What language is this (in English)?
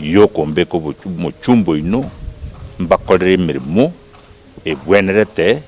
Gusii